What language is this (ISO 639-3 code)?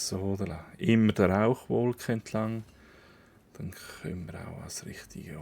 gsw